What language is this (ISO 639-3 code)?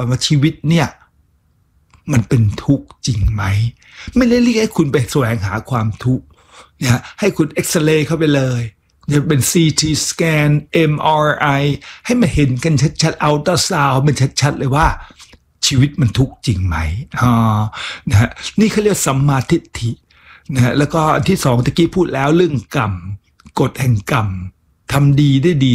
tha